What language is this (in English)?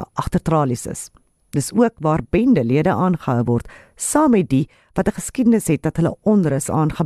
Afrikaans